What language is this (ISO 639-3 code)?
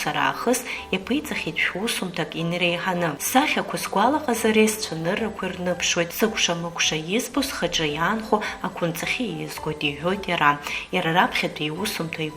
abk